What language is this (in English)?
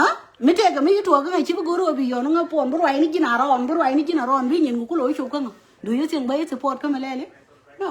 Nuer